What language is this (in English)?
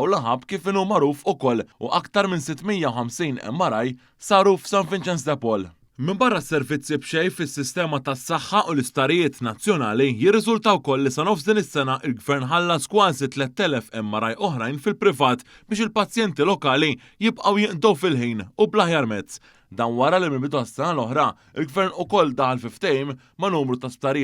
Maltese